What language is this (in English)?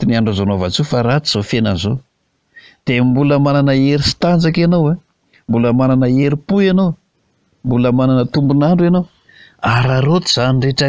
Malagasy